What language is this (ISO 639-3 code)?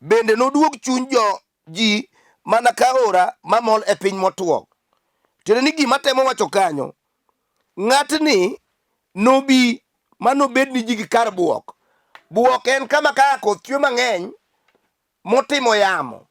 luo